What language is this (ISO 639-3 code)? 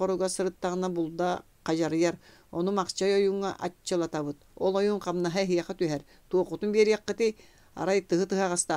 sah